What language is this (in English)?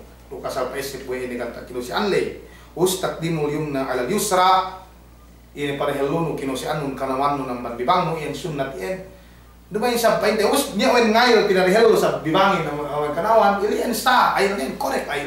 Yakan